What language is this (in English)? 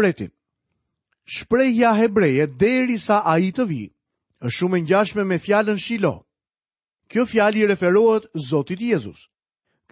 Albanian